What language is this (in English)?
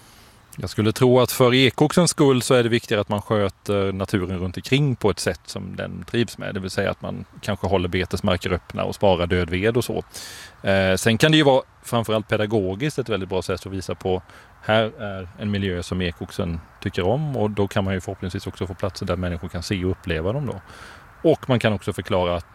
Swedish